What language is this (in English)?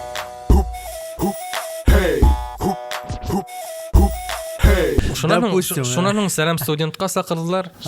Bashkir